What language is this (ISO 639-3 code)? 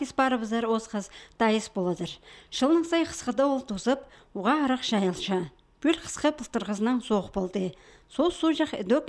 kjh